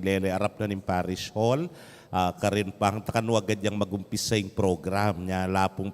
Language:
Pampanga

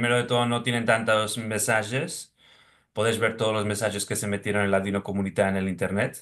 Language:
Ladino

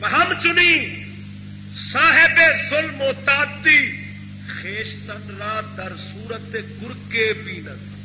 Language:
Saraiki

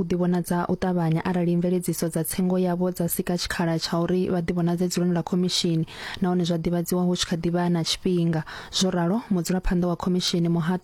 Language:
Venda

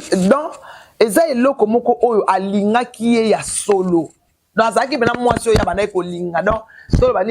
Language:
Lingala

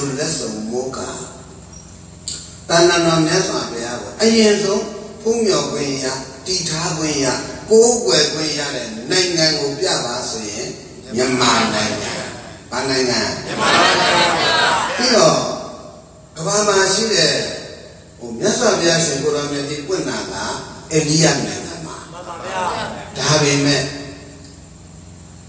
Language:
Burmese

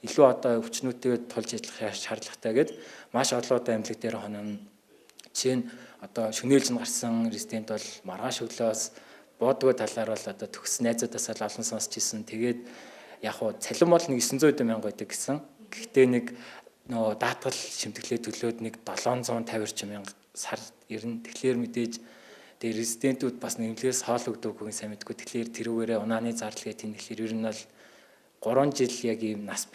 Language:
Mongolian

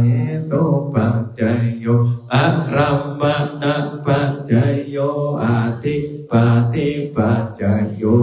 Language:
Pali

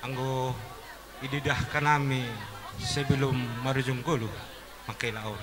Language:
Batak Simalungun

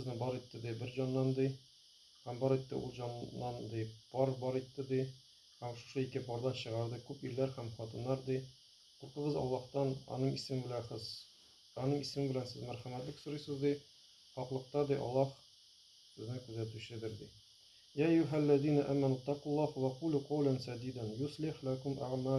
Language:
Tatar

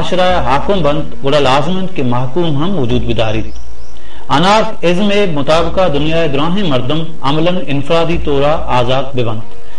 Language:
Baluchi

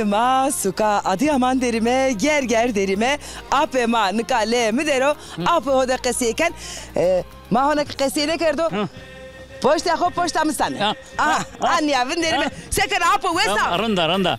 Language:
Zaza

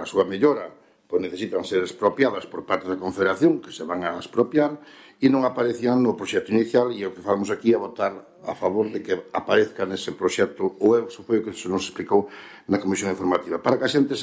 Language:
Galician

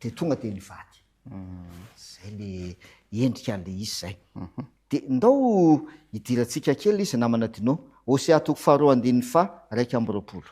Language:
Malagasy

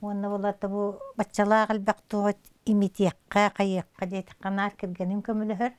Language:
Yakut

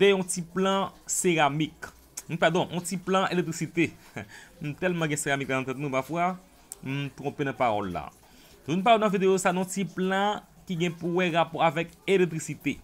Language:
Haitian Creole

